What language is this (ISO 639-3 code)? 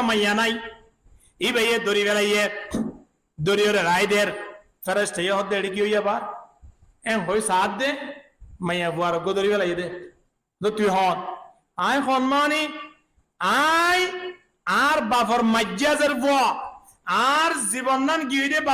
rhg